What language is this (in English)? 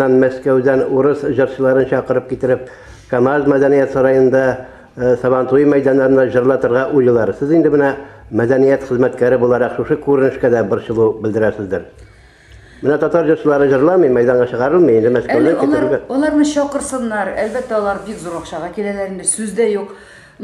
Tatar